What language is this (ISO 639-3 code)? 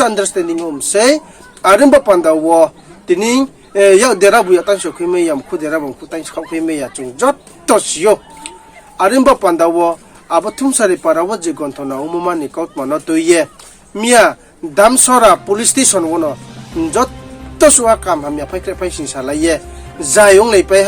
ria